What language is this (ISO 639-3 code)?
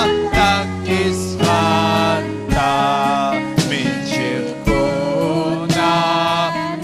quy